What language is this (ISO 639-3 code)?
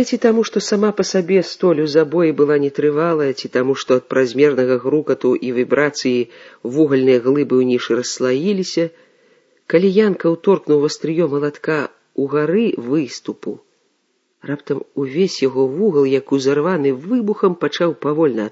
bel